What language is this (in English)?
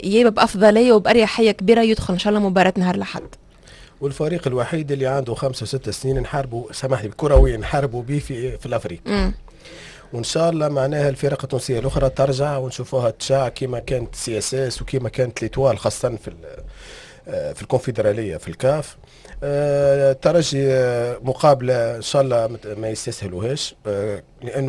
Tunisian Arabic